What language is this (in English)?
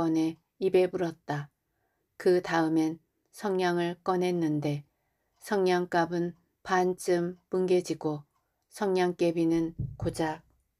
Korean